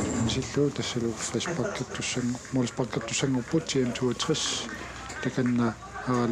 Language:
Kalaallisut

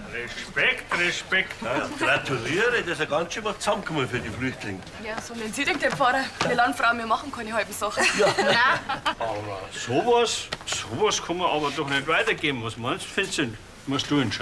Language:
Bavarian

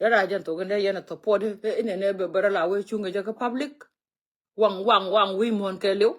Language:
Nuer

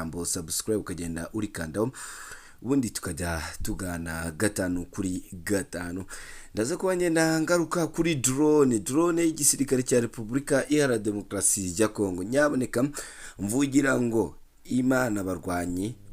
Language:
Kinyarwanda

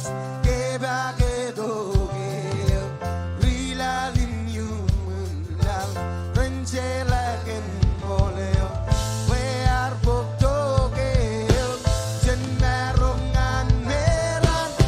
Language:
Marshallese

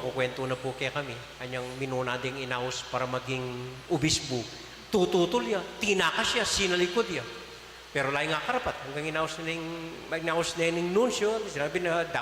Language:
Pampanga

